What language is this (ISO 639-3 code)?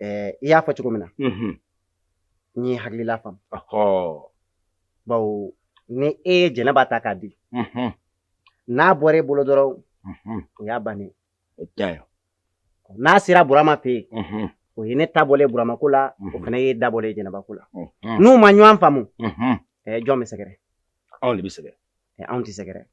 bam